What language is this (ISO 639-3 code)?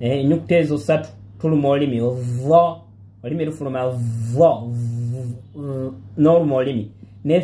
lug